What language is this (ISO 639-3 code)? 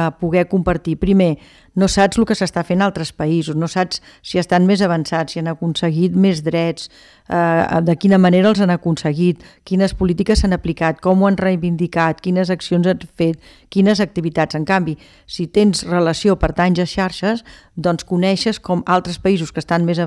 cat